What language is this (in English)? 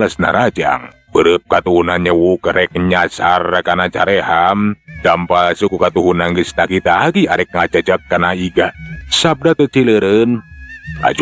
Sundanese